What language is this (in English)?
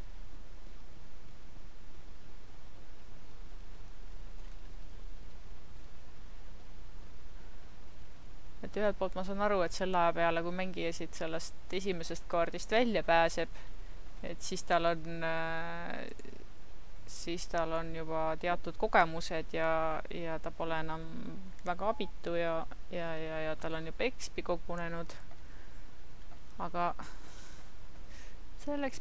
Estonian